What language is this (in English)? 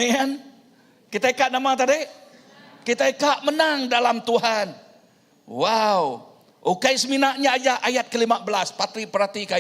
Iban